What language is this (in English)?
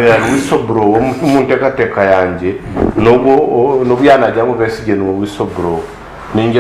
Nyankole